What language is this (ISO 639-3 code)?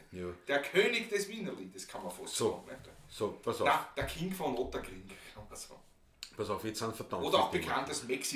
bar